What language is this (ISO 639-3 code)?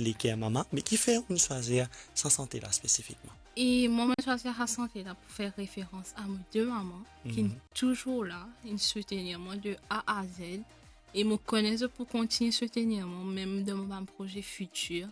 mfe